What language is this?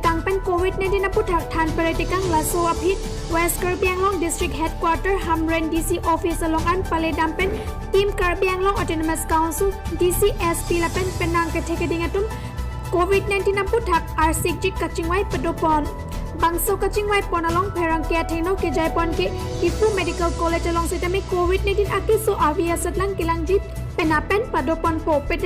Karbi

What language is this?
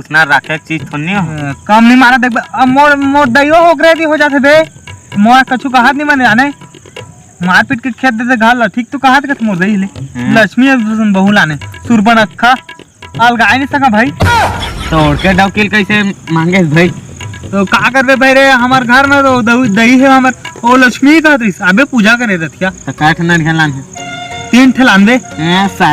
Chhattisgarhi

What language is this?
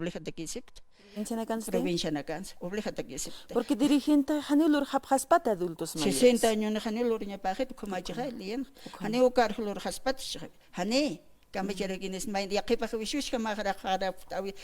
Aymara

